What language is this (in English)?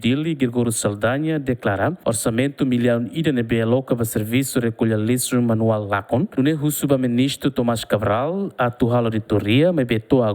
Tetum